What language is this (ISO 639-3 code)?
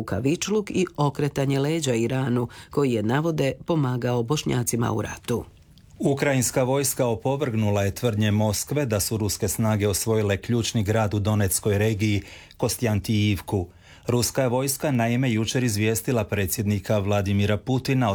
hrv